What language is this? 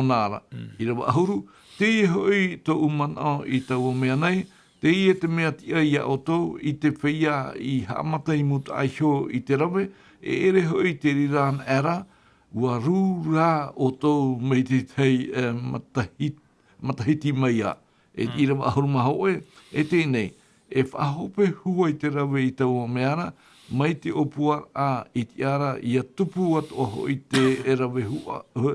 Tahitian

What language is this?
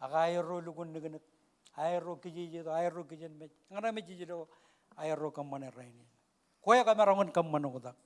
Marshallese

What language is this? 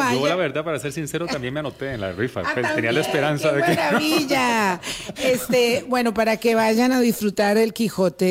Spanish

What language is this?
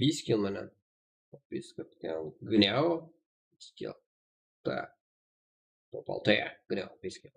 Kara-Kalpak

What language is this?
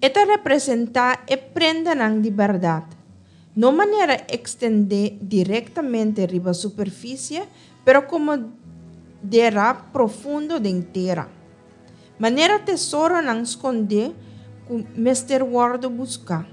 Papiamento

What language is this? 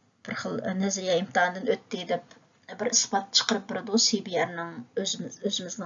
Uyghur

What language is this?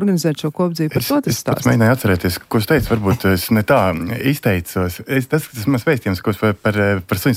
Latvian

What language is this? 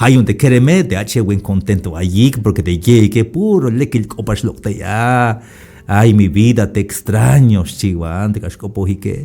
Tzeltal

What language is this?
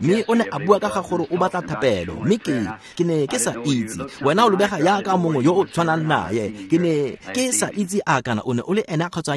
Tswana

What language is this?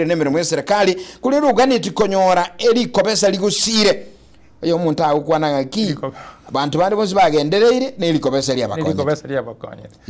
Gusii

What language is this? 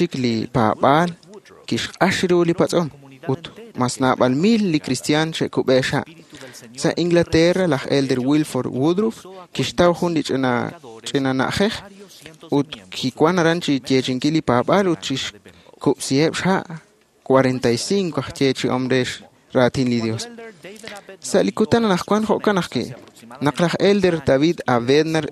Kekchí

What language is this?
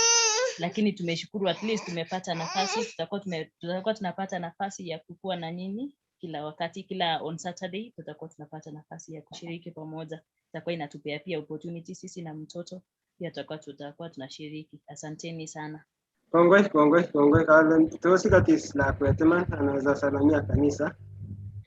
Kalenjin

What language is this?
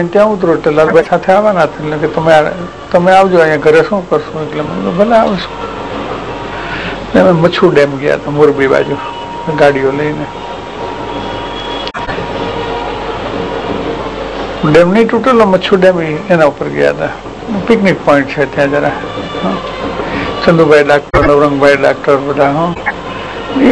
Gujarati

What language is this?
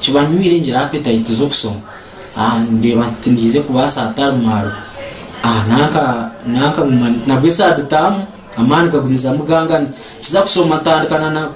Nyankole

